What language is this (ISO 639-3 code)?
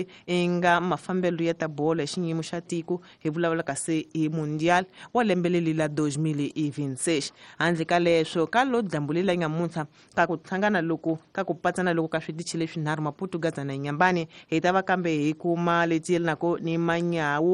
tso